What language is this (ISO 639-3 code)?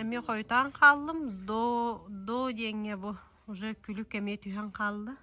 sah